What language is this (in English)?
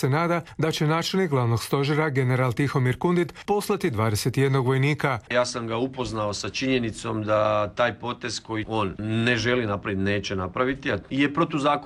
Croatian